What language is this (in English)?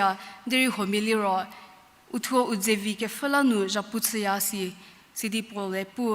Angami Naga